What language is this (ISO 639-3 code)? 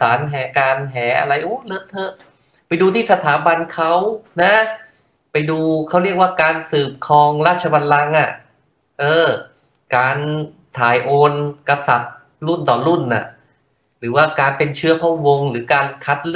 tha